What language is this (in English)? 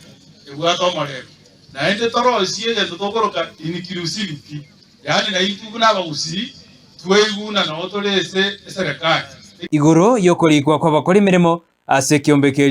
Gusii